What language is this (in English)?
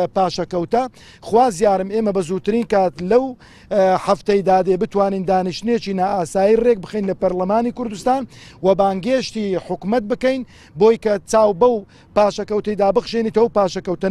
Central Kurdish